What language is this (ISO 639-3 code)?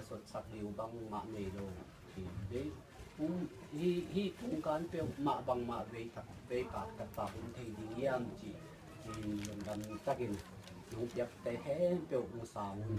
ctd